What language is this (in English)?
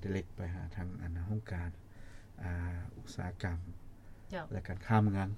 Lao